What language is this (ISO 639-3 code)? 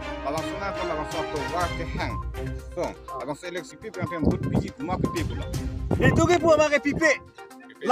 mjw